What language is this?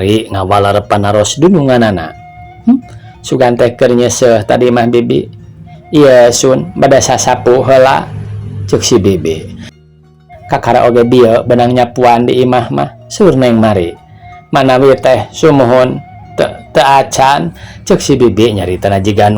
Sundanese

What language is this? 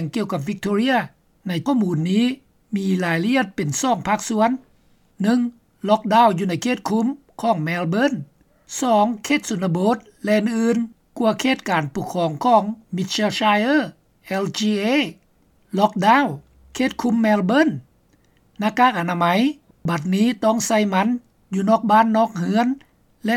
Lao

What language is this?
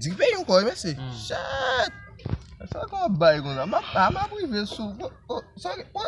Haitian Creole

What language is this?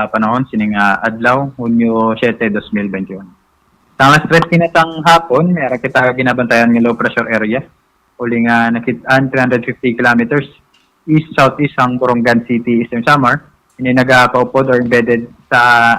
Hiligaynon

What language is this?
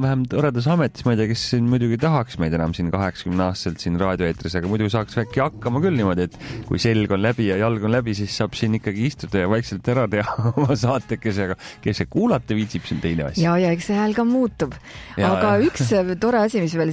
Estonian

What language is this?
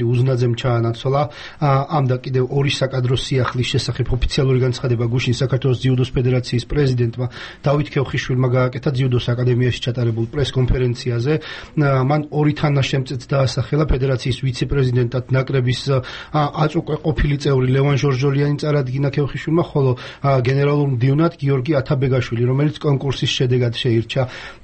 Georgian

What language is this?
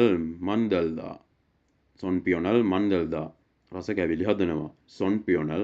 Sinhala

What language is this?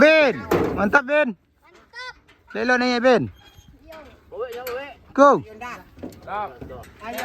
Minangkabau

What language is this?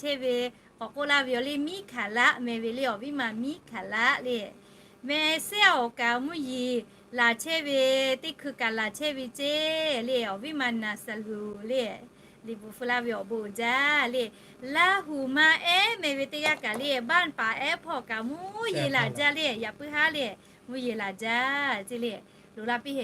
Lahu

